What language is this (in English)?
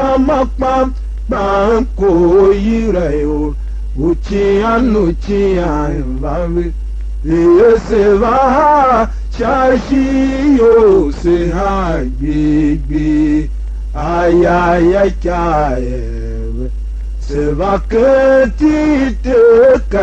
Tiv